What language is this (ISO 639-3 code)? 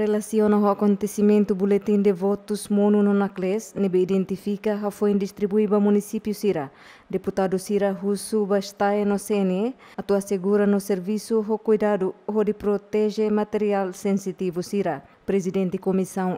tet